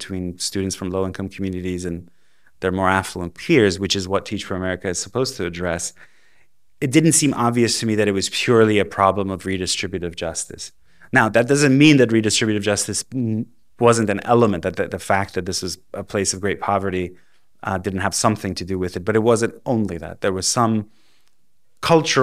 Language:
English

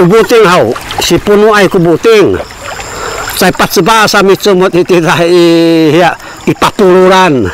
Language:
Sakizaya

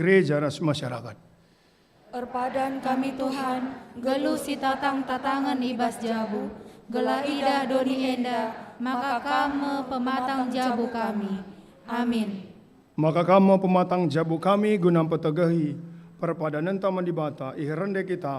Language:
Batak Karo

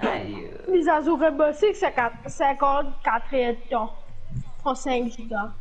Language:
Morisyen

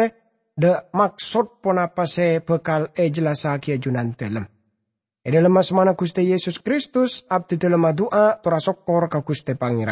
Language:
Madurese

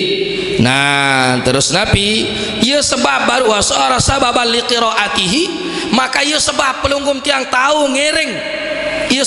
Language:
Sasak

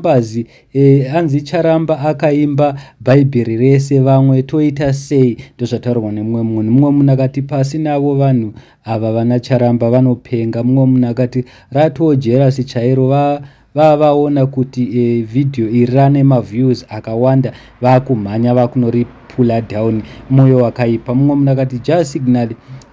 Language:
Shona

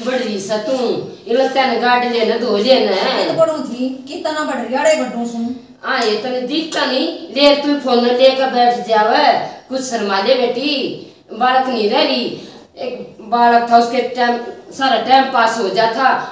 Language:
Haryanvi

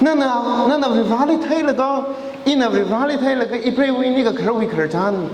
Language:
Tangkhul Naga (India)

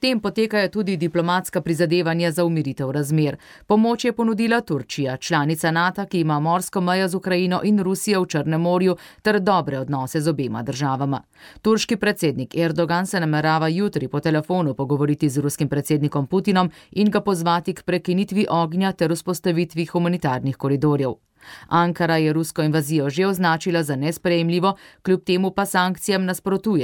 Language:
Slovenian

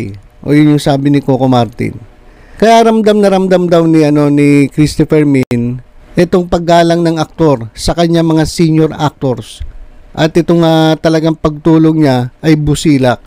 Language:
Filipino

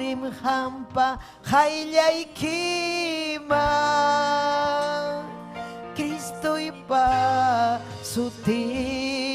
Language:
Ayacucho Quechua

